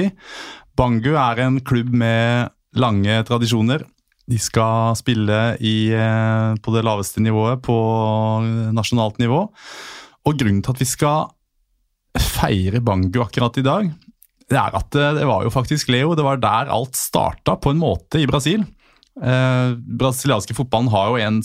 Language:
Norwegian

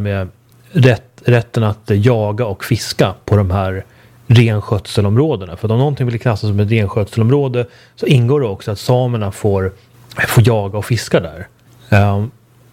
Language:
Swedish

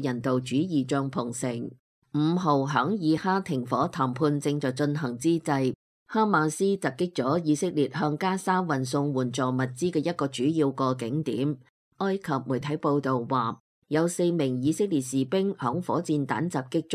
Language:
Cantonese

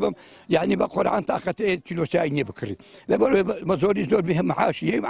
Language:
Central Kurdish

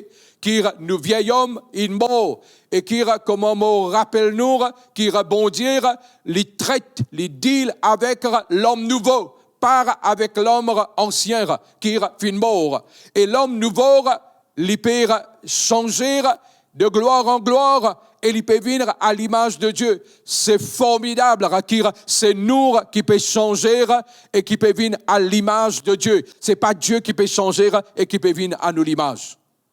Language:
Morisyen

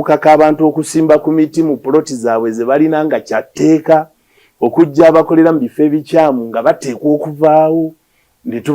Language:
Ganda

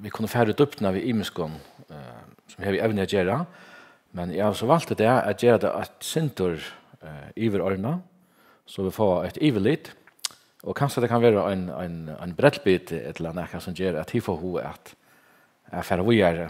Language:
Faroese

